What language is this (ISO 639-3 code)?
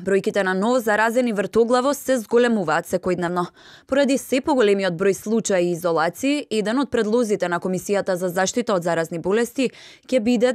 mkd